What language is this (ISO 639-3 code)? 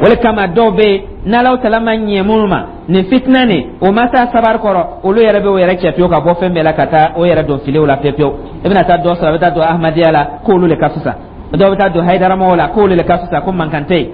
dyu